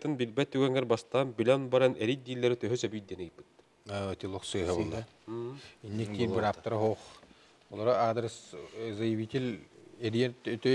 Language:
Yakut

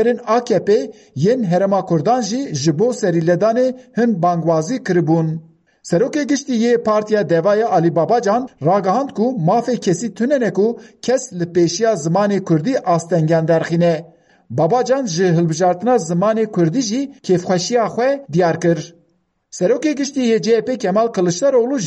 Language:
Kurdish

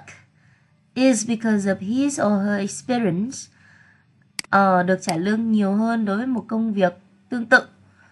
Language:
Vietnamese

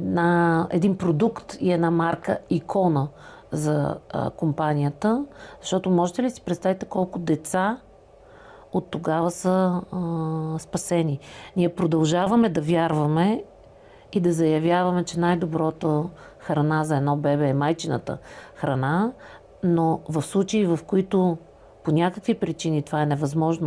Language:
Bulgarian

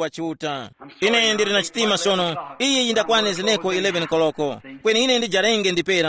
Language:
Tumbuka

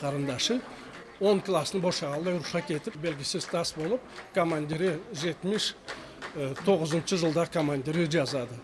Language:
Karachay-Balkar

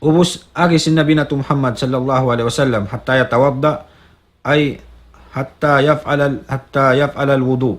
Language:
Tausug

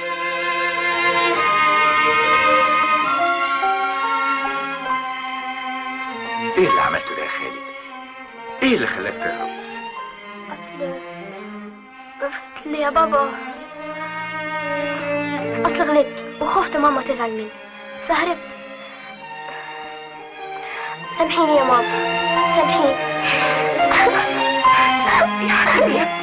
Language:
Egyptian Arabic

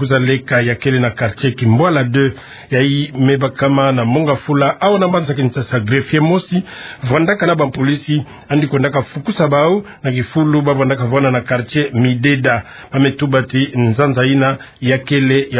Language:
Kituba (Democratic Republic of Congo)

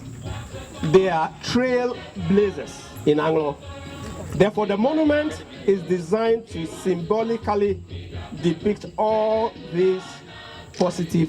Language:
Ewe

